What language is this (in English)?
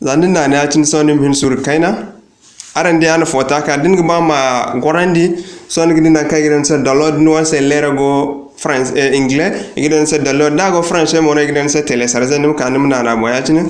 Zarma